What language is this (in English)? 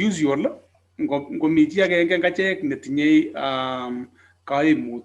Kalenjin